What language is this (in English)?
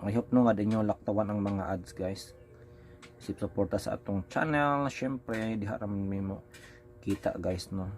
Cebuano